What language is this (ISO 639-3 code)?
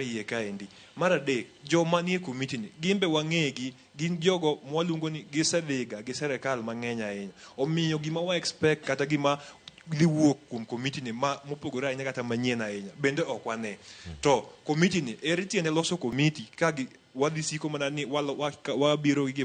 luo